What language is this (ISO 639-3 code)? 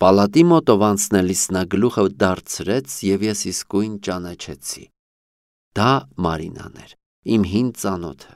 hye